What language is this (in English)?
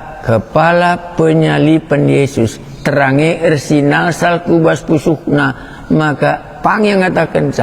Batak Karo